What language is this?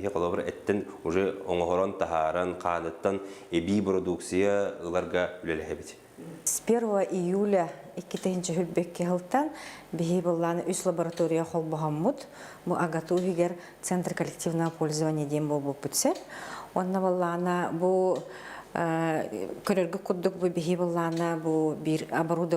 Yakut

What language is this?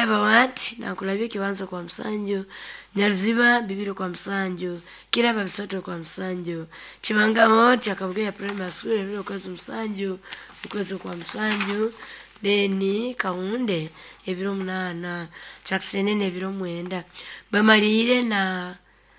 Nyoro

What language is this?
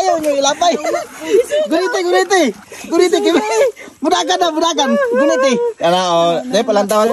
Cebuano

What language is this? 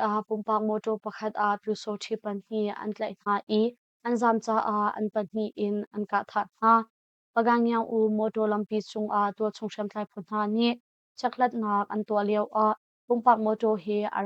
Hakha Chin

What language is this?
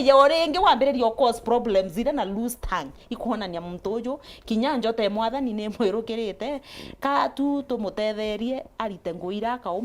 Meru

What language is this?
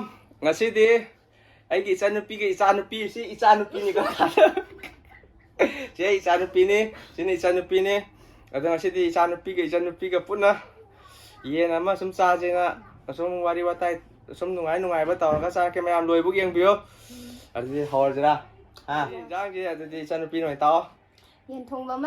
Manipuri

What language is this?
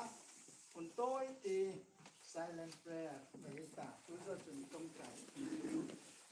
Hmar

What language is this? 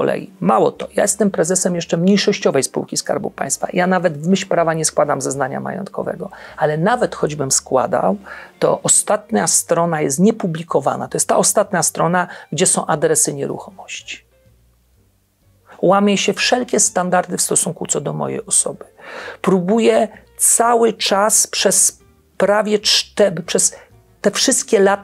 Polish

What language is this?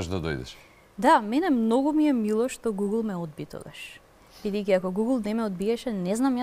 Macedonian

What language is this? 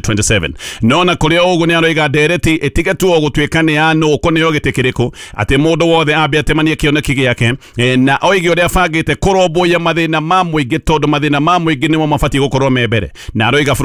Kikuyu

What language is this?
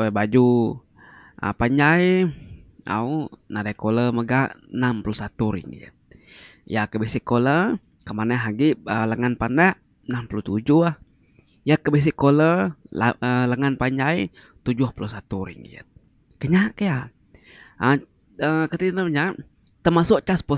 Iban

